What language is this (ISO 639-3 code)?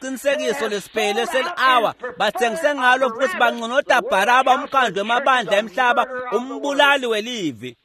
ssw